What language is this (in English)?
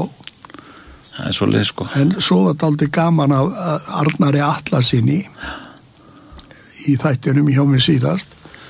Icelandic